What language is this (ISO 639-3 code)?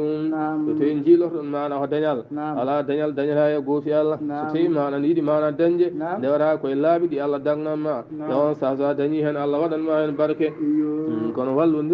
ful